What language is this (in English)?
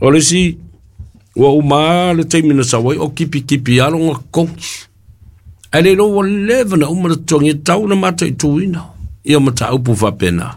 Samoan